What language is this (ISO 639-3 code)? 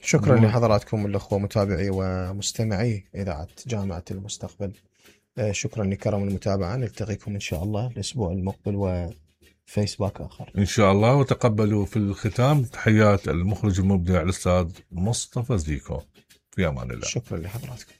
acm